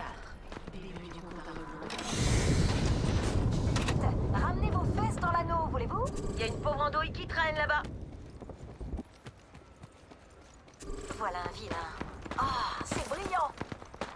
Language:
French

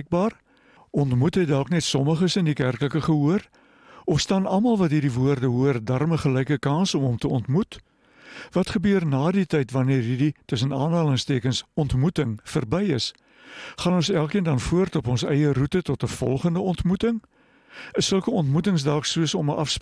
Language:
Afrikaans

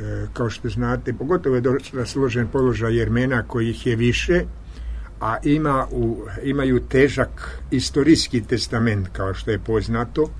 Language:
Serbian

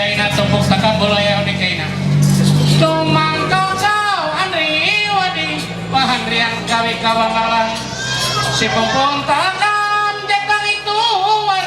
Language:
Ma'anyan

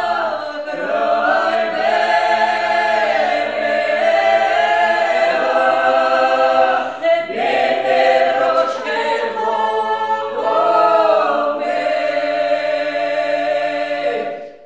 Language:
Ukrainian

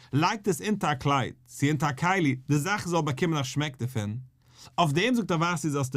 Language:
Yiddish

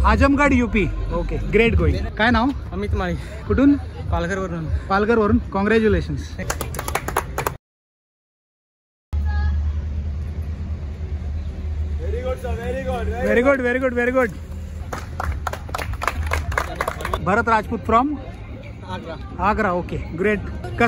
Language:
Marathi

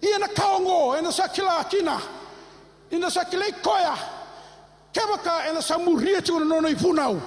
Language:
Fijian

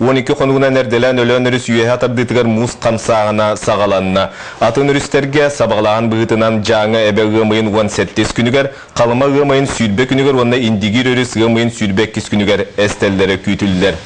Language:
Yakut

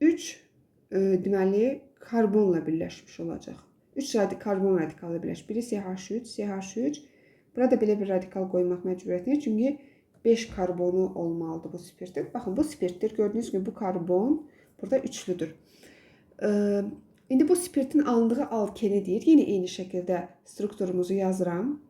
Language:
Azerbaijani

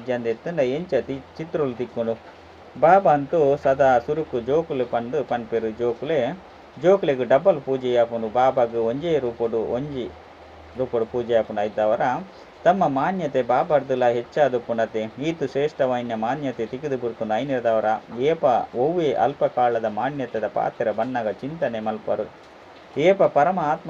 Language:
Tulu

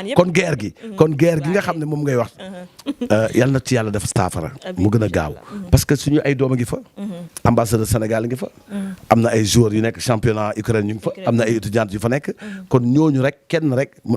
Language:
Wolof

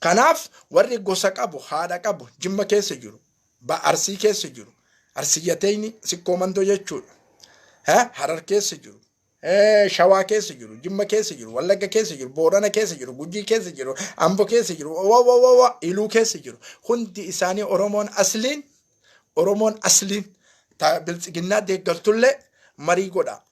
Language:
Oromo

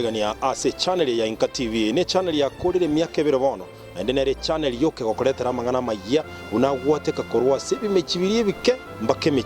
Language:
Gusii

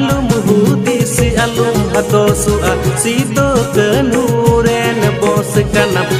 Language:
Santali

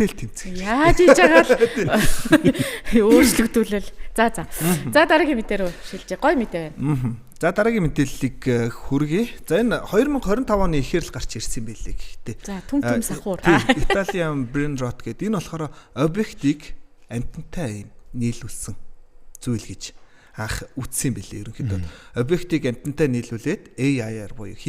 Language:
Mongolian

